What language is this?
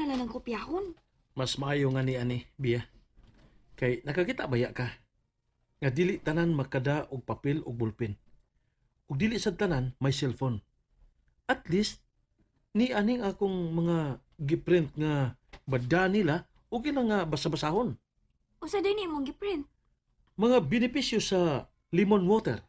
Cebuano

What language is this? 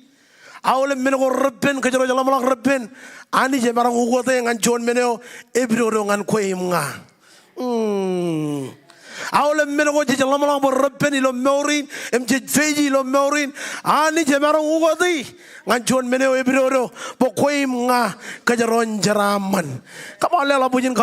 Marshallese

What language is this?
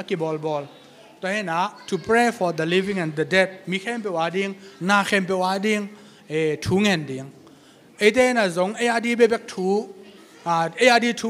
Tedim Chin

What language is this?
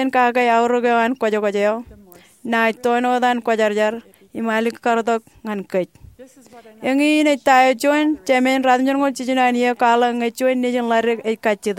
Marshallese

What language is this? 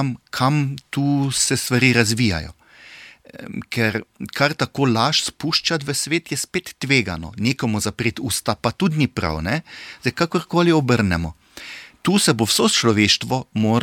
Slovenian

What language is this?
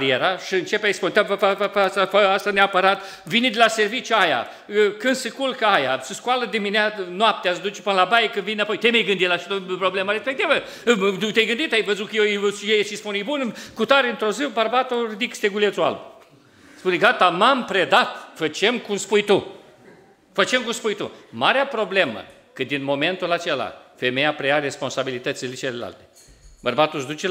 Romanian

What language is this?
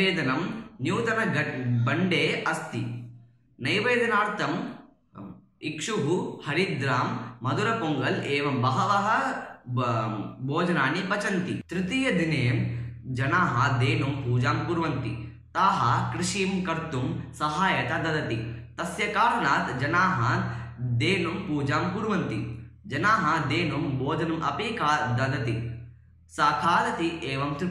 Sanskrit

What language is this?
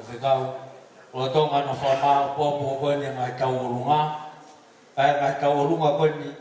Tongan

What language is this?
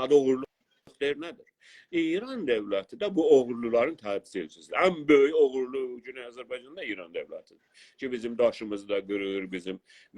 South Azerbaijani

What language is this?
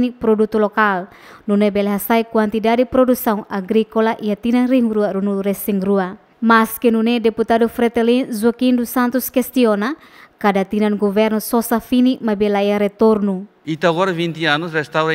Tetum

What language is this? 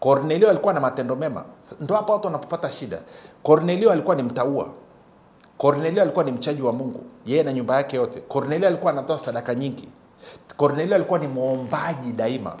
Swahili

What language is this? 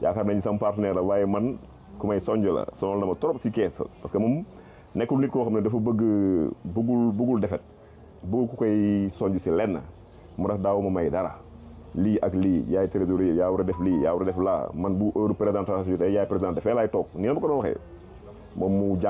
Wolof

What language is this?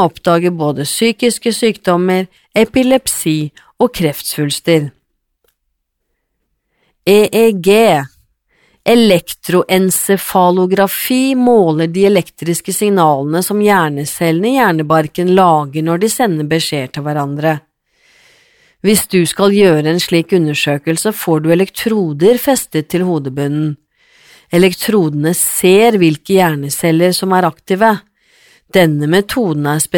Norwegian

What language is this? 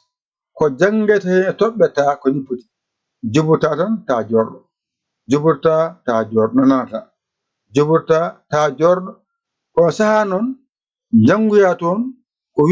Fula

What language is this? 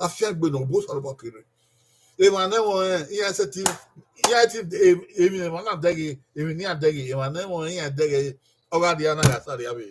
Bini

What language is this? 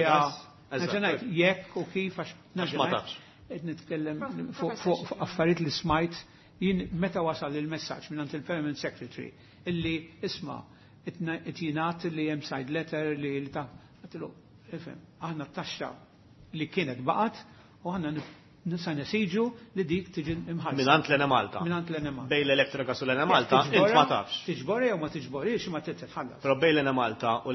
Maltese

